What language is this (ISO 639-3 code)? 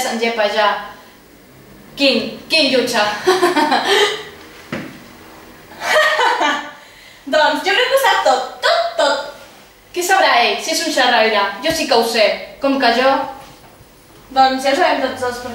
cat